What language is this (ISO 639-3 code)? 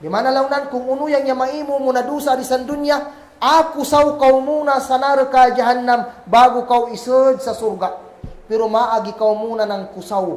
kll